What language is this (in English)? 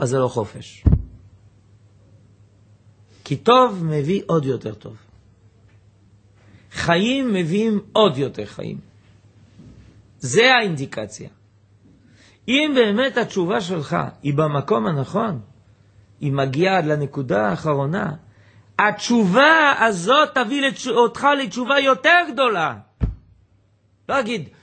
Hebrew